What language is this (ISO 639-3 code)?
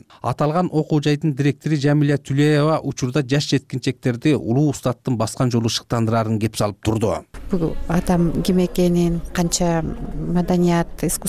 kir